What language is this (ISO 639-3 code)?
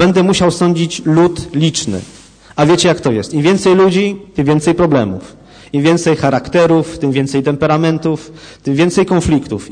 pol